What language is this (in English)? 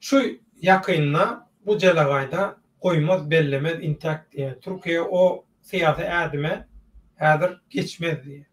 Turkmen